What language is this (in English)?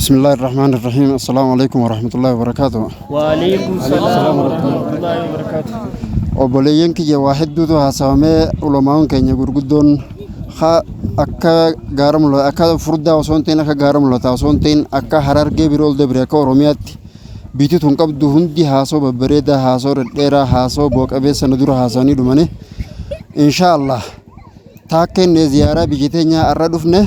Oromo